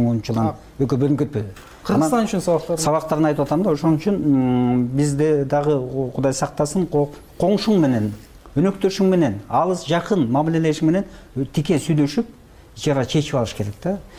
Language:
Kyrgyz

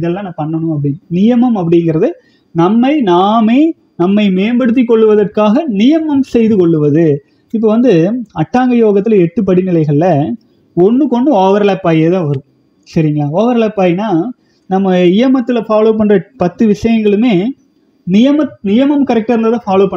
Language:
Tamil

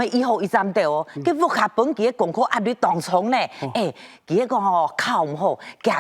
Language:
Hakka Chinese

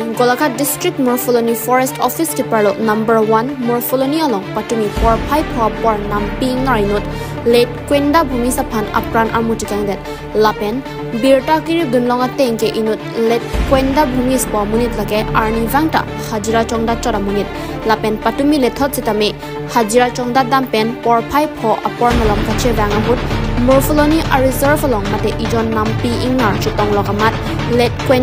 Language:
Karbi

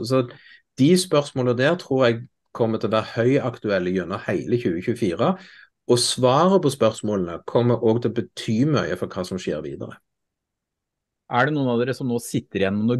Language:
Norwegian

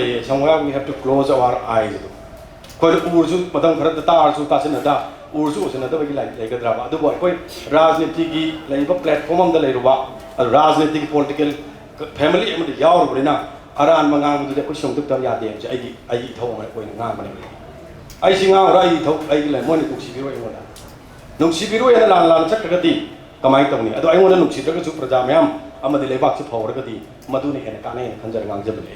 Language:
Manipuri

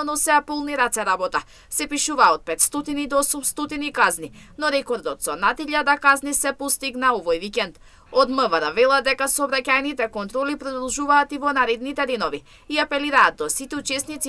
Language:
Macedonian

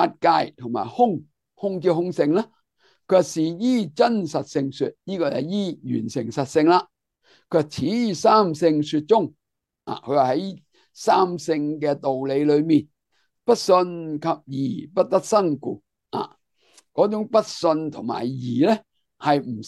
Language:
Cantonese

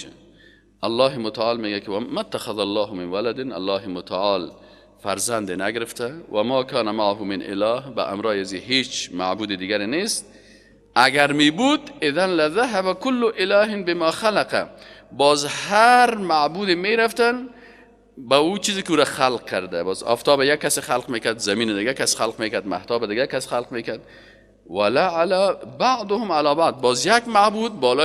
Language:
Persian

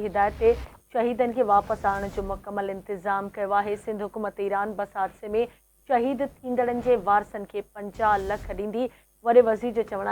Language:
Sindhi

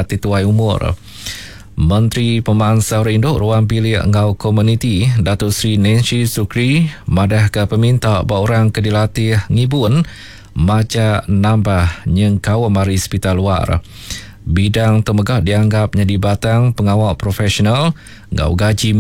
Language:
Iban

